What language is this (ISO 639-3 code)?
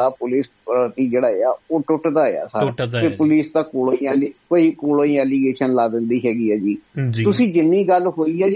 pan